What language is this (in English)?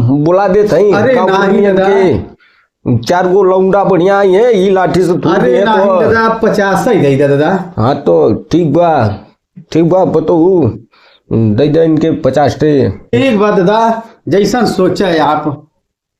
Bhojpuri